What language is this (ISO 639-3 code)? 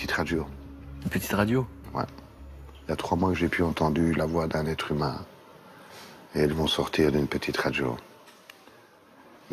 fra